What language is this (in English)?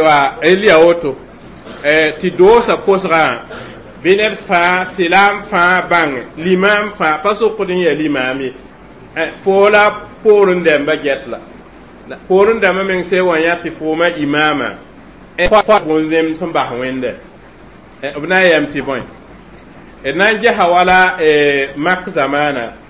Mossi